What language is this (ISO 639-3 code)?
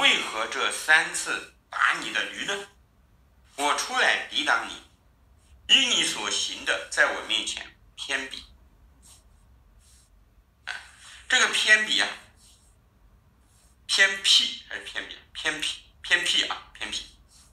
zho